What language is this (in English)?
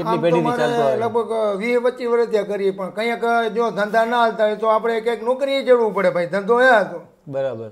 Gujarati